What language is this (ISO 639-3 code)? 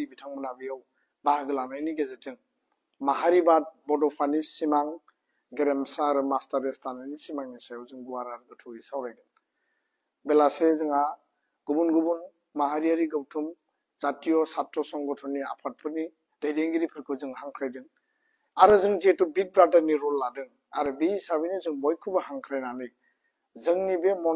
brx